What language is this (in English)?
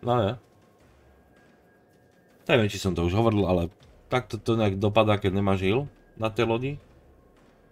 Slovak